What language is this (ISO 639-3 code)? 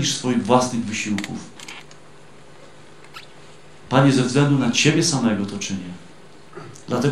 pol